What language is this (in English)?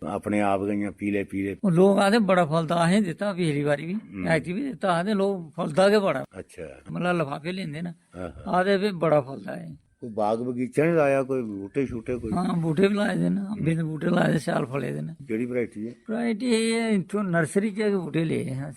Dogri